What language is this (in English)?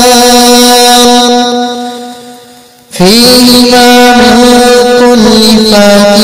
Arabic